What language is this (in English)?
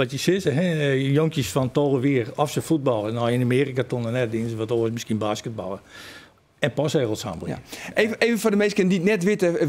Western Frisian